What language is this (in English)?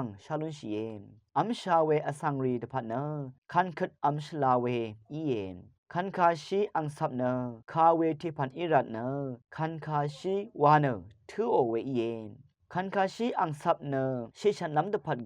Rawang